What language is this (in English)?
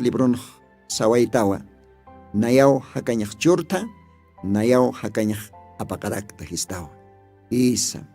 Aymara